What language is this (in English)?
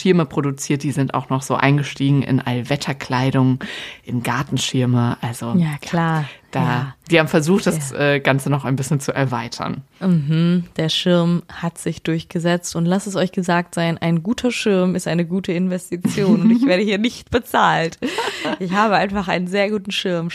German